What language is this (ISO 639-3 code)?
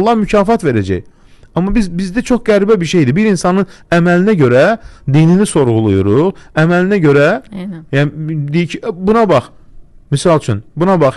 aze